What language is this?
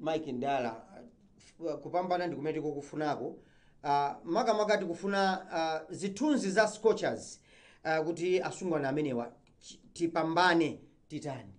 Nyanja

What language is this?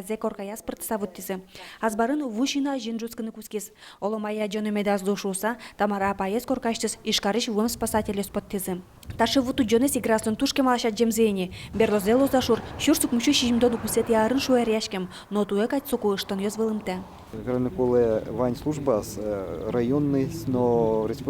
Udmurt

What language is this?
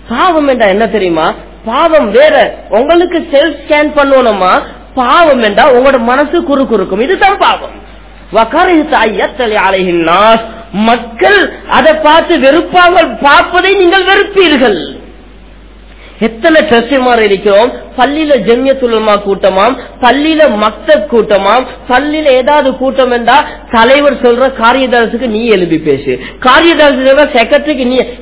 Tamil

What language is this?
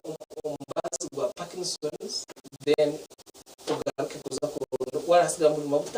Nyankole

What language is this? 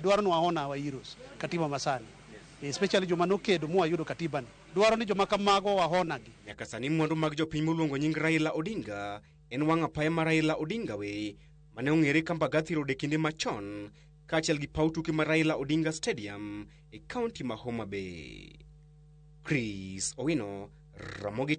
Luo (Kenya and Tanzania)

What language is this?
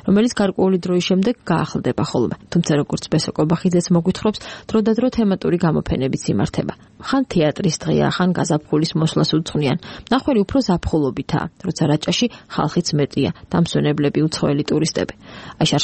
Georgian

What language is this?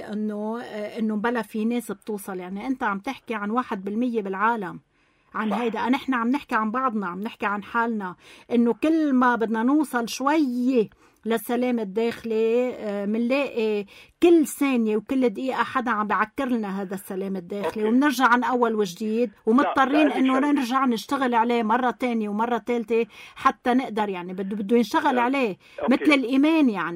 North Levantine Arabic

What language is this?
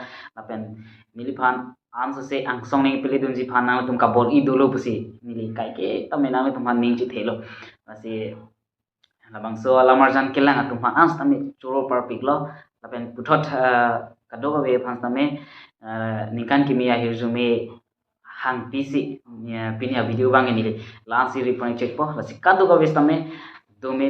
Karbi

